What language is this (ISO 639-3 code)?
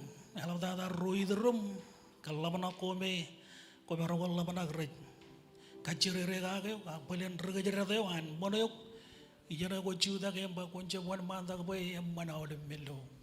mah